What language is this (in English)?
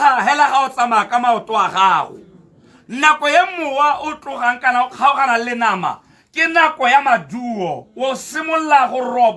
Tswana